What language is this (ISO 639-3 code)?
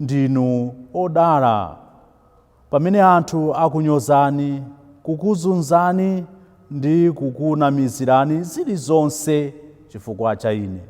nya